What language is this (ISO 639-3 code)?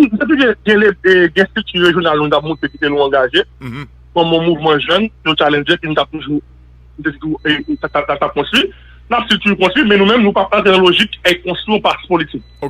hat